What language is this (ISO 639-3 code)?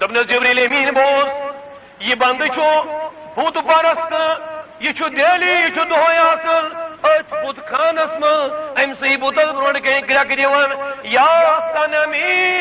kas